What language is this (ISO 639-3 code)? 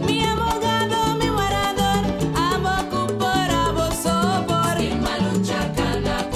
pap